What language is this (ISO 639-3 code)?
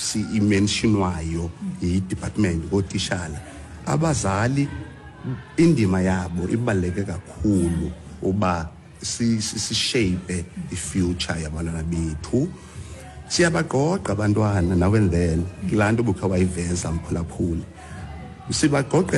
xho